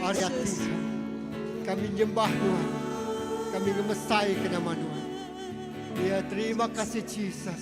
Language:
Iban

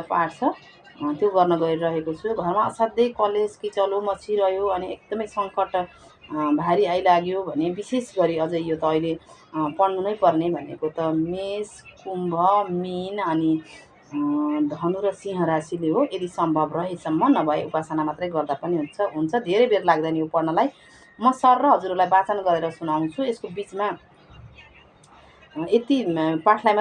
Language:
Nepali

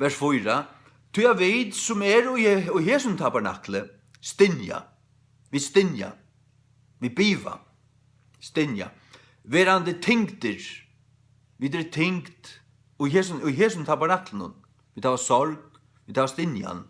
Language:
Faroese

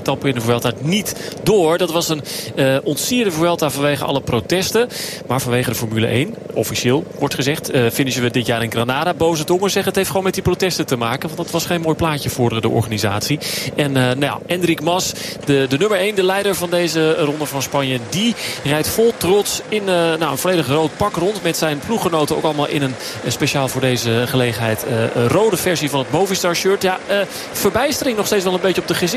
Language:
Dutch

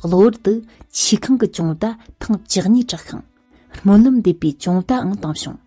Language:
Tibetan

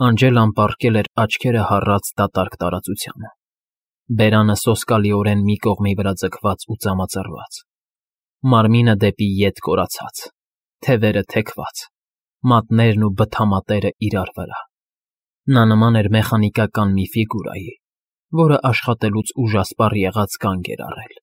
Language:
Armenian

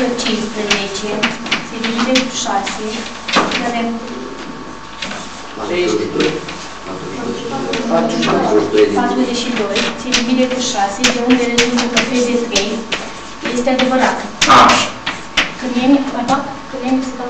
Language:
Romanian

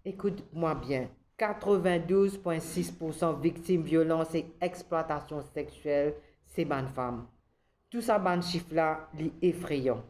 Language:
Morisyen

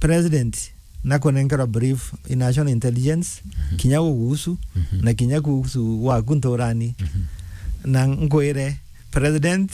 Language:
Meru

